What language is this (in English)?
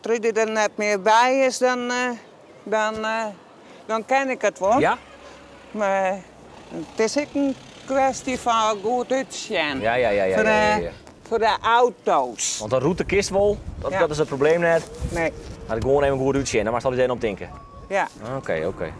Western Frisian